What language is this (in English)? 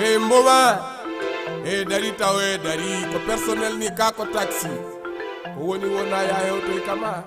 Fula